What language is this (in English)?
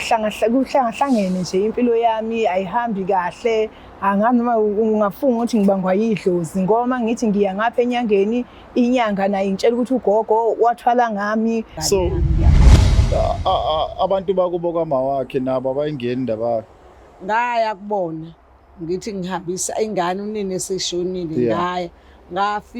Zulu